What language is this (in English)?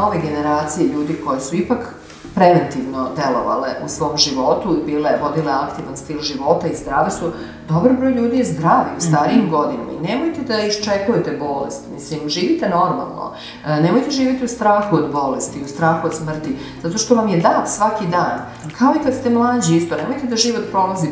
Serbian